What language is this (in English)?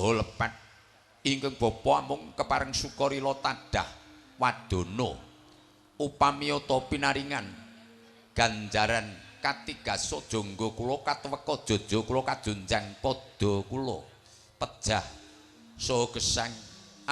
Javanese